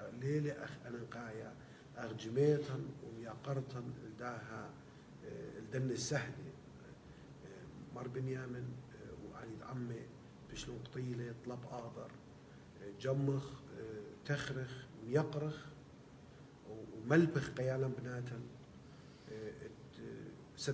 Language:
Assyrian Neo-Aramaic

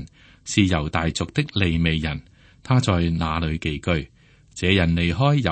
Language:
Cantonese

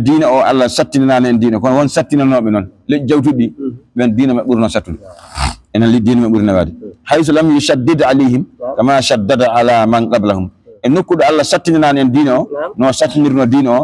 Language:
Fula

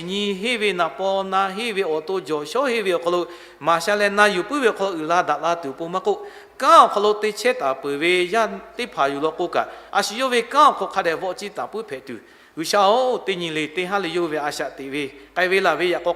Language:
Lahu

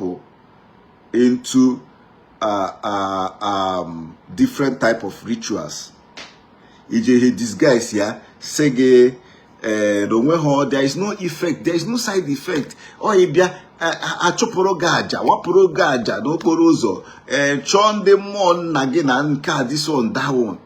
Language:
Igbo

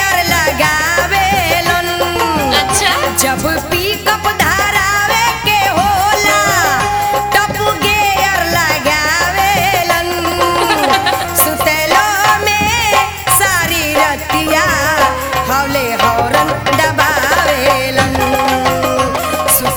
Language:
Bhojpuri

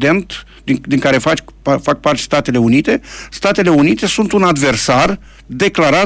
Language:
Romanian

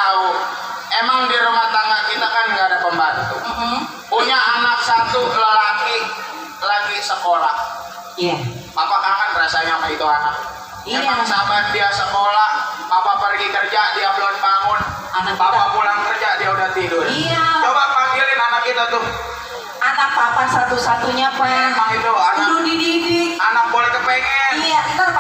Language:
Betawi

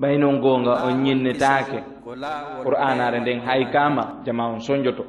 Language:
Fula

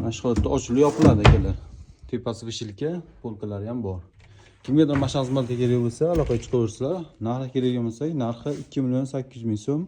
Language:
Uzbek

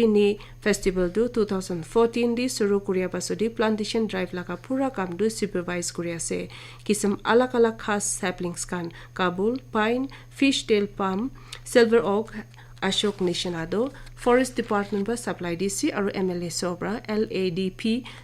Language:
Naga Pidgin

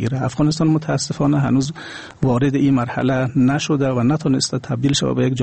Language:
Persian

